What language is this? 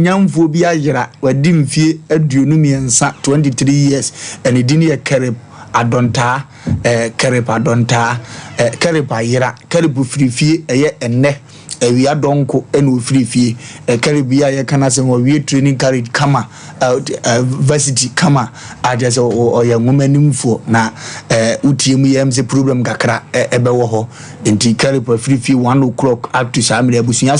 Akan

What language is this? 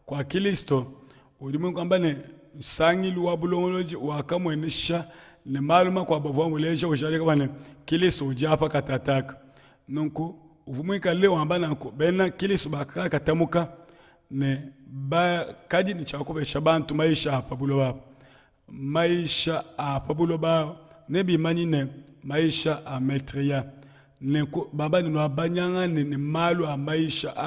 Luba-Lulua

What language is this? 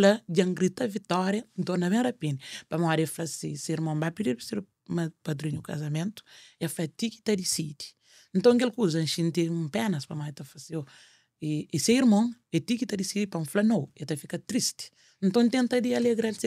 Kabuverdianu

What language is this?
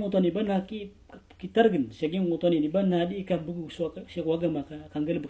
Maranao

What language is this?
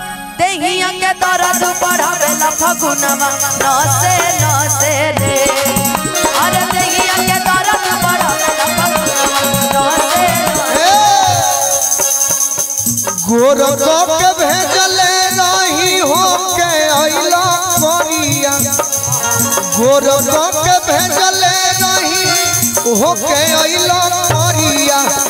Bhojpuri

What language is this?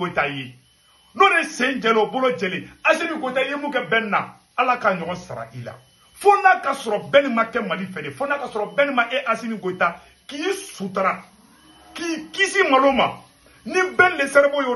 Bambara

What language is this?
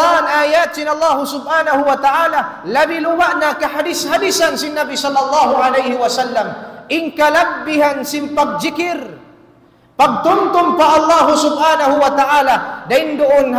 Tausug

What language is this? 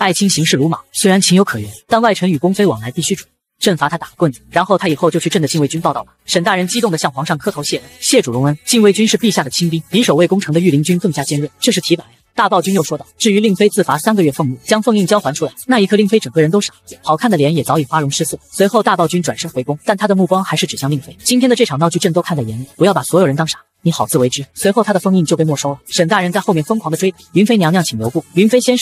Chinese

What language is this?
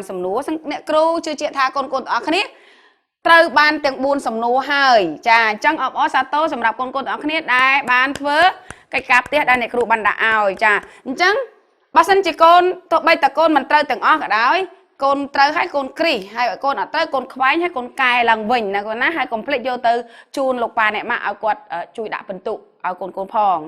Khmer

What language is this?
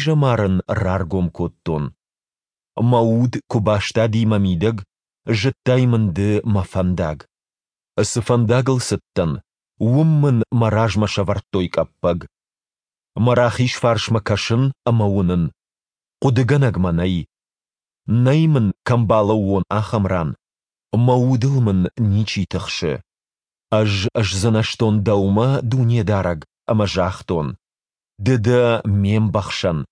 Ossetic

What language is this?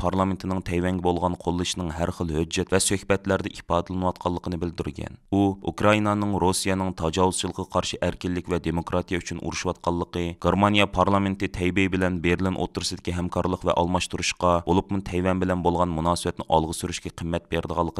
Uyghur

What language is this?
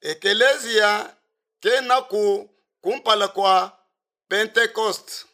Luba-Lulua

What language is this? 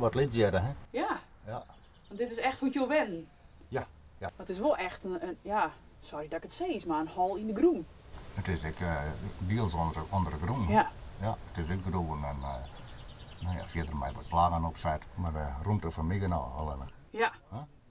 Western Frisian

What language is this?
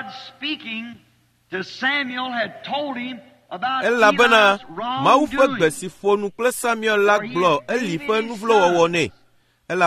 Ewe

